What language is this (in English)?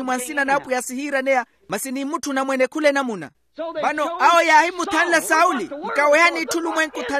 Makhuwa